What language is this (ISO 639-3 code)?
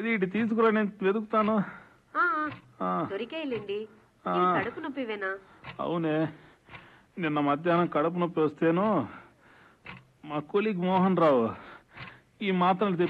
tel